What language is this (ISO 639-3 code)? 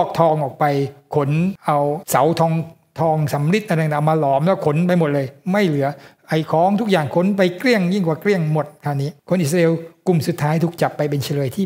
tha